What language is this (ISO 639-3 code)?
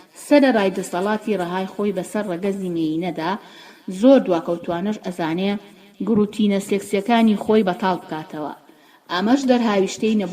ckb